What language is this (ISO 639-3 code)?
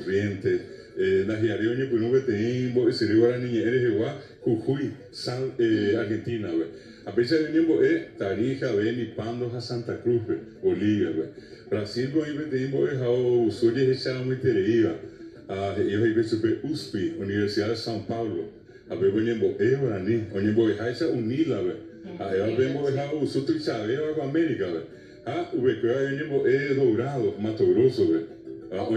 grn